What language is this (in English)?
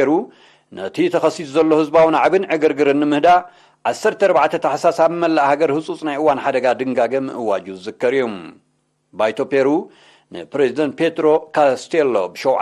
Tigrinya